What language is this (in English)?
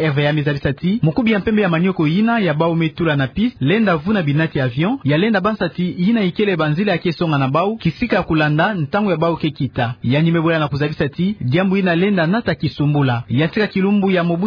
Kituba (Democratic Republic of Congo)